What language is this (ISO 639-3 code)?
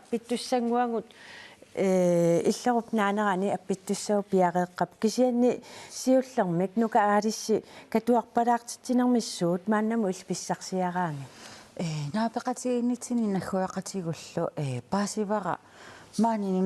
kal